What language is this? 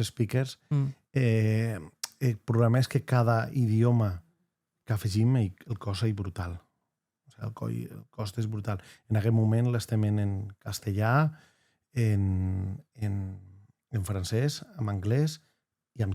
Occitan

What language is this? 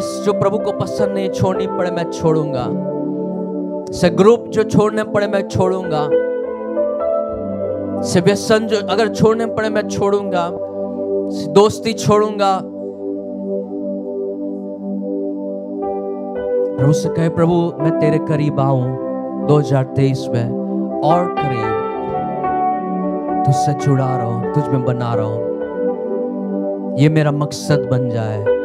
Hindi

